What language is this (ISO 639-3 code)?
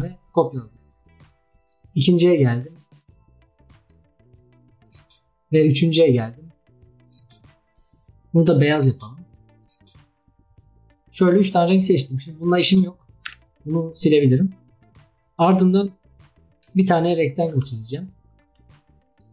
tur